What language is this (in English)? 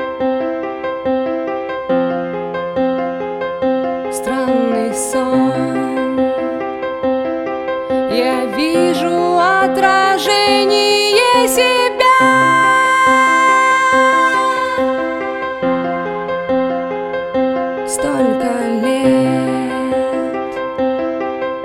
Russian